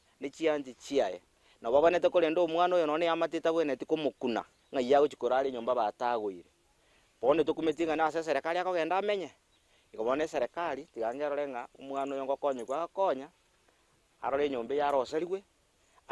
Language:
Gusii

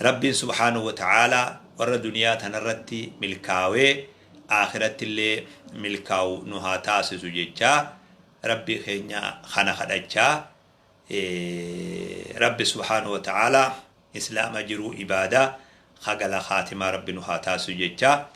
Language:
Oromo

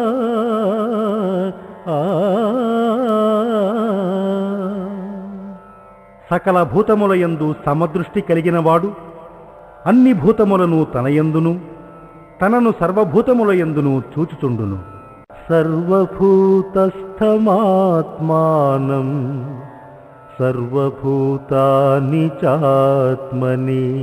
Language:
Telugu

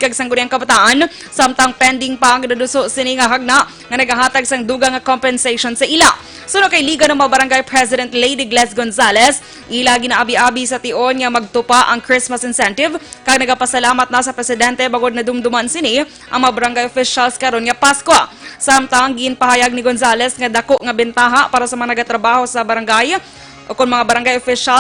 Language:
Hiligaynon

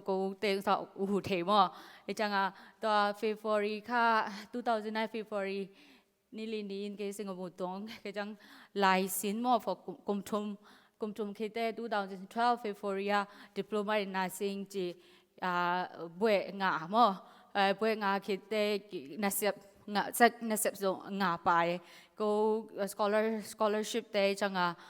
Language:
Tedim Chin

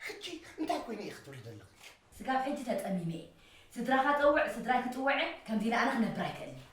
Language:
Tigrinya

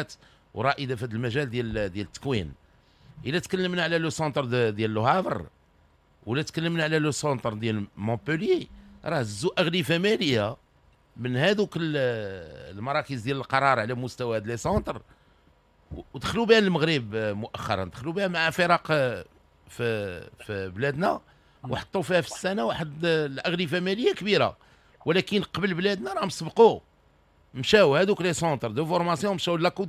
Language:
Moroccan Arabic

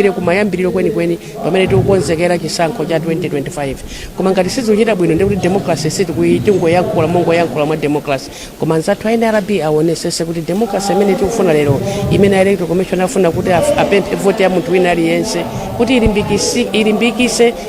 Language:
Nyanja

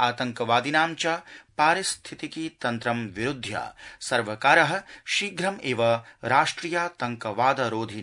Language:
Sanskrit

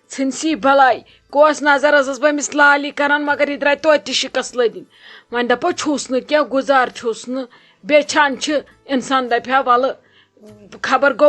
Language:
Kashmiri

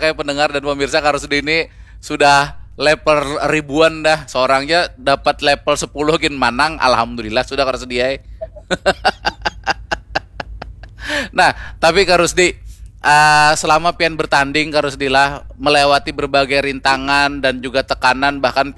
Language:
Banjar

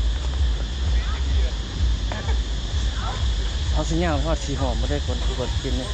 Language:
Lao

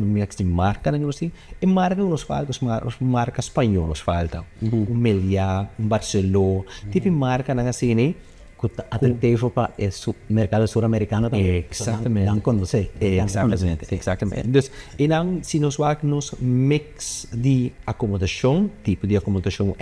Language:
Papiamento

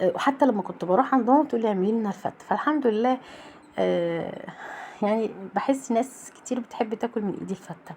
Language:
Egyptian Arabic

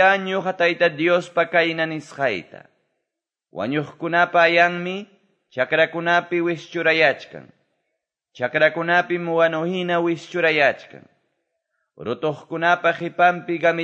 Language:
Quechua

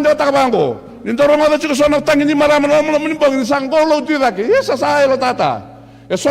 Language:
Fijian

